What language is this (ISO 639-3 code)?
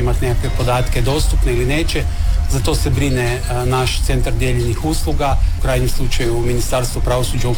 hrv